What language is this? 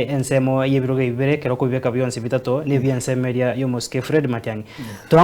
Gusii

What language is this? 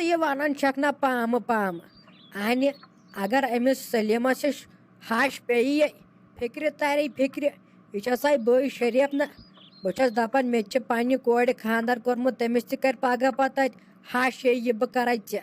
Kashmiri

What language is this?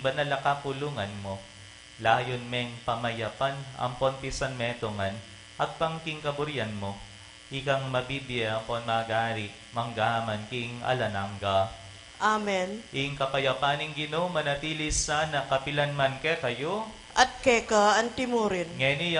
Pampanga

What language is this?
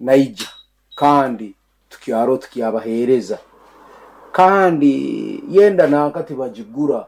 Nyankole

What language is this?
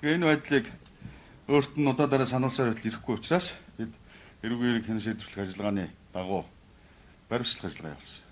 Mongolian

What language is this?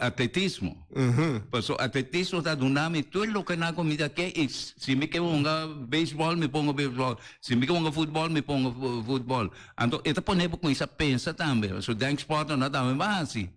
Papiamento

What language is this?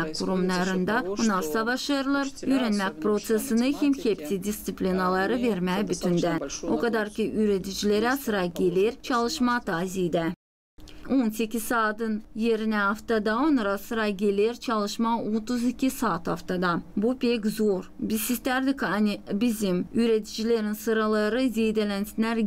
Gagauz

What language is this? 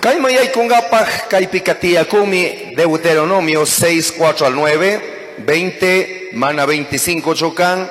Chimborazo Highland Quichua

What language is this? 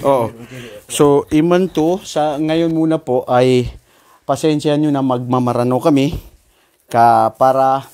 Maranao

